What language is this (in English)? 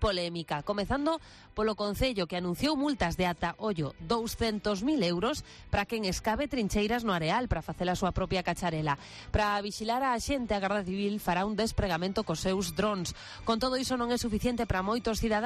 Galician